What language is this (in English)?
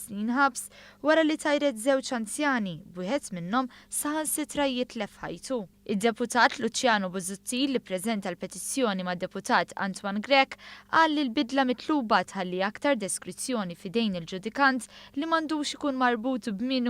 Maltese